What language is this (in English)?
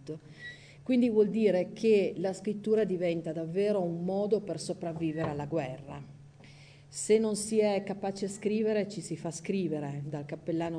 Italian